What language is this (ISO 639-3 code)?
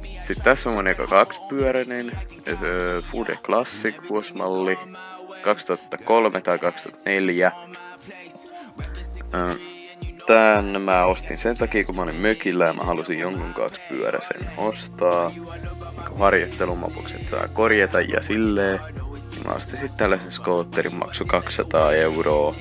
fin